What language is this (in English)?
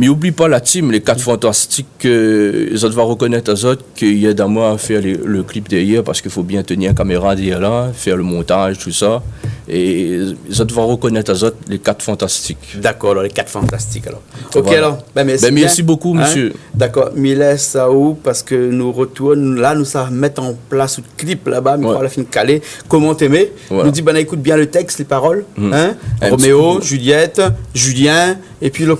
Réunion Creole French